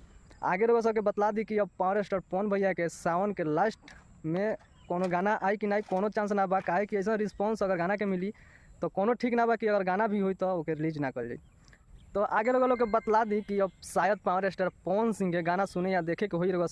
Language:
Bhojpuri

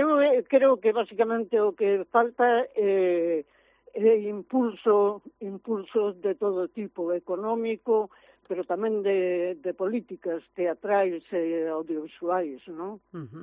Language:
Galician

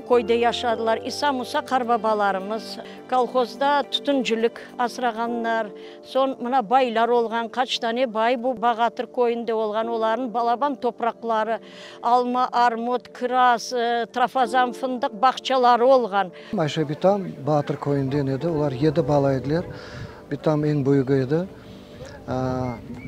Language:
Crimean Tatar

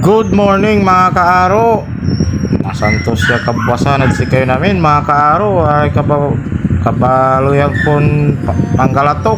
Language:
Pangasinan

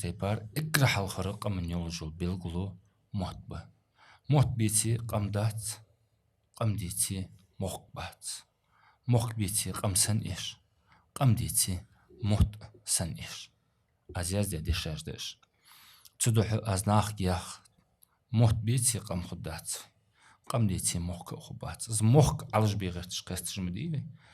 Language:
Ingush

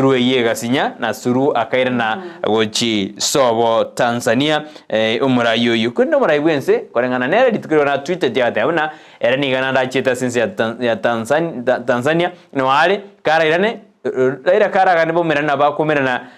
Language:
Gusii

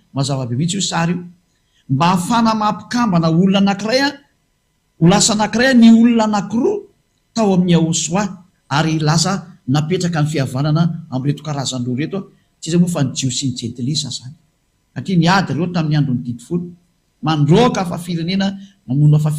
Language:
Malagasy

